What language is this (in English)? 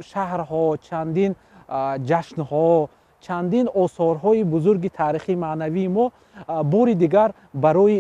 Tajik